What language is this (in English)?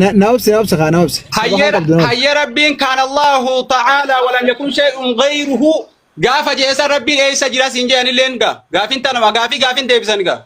Oromo